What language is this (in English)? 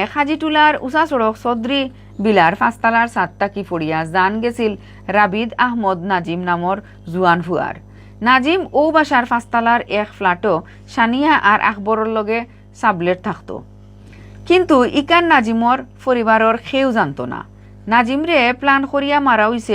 Sylheti